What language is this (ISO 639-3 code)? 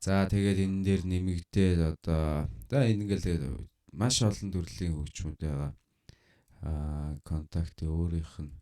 mon